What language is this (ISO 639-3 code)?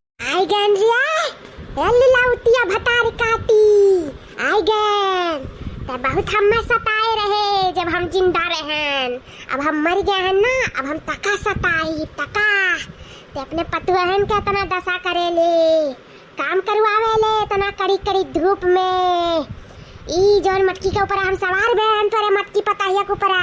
awa